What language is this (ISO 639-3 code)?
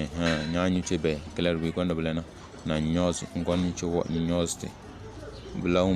kdh